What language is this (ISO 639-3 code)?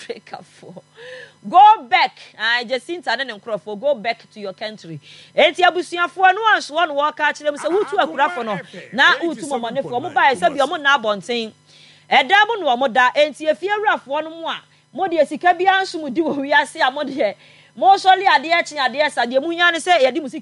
aka